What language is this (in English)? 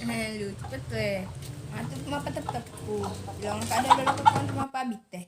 Buginese